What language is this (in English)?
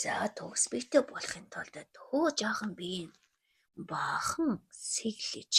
Mongolian